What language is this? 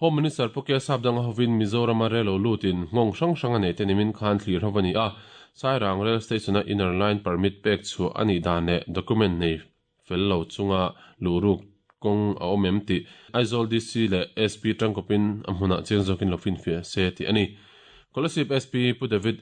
Mizo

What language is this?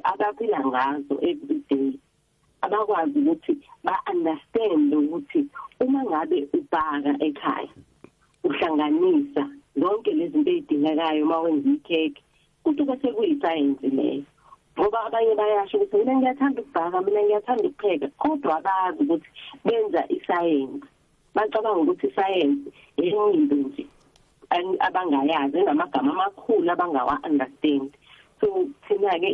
South Ndebele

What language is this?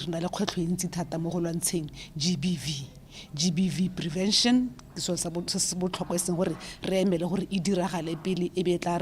Tswana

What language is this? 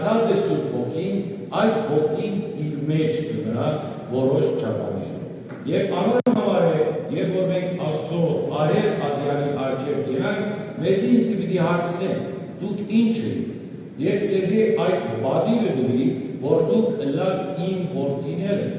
Western Armenian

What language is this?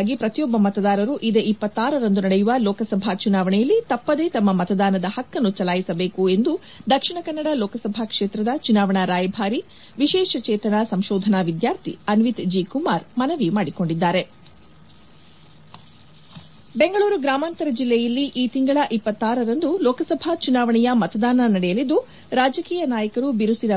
Kannada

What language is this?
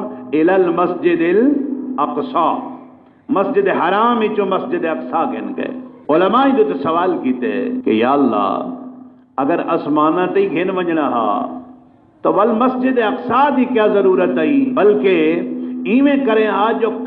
Saraiki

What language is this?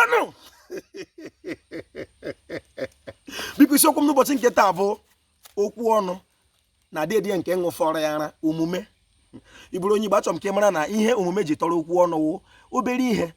Igbo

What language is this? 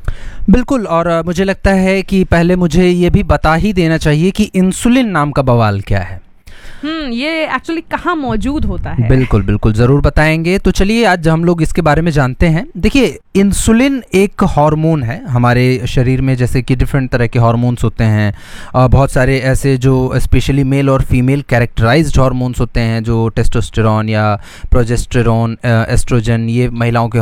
Hindi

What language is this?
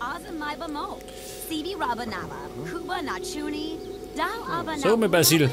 Bavarian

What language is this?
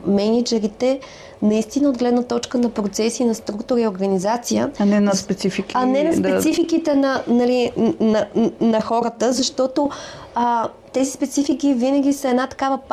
Bulgarian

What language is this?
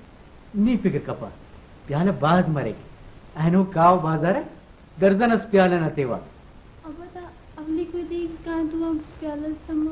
Brahui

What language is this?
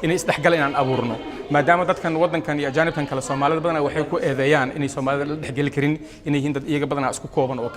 Somali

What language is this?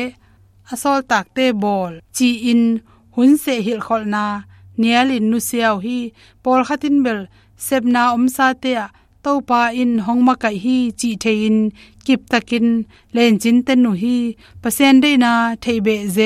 Tedim Chin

